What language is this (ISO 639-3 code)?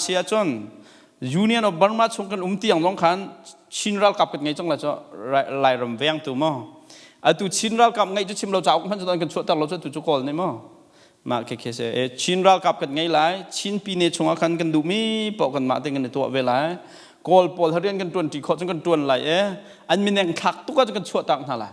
cnh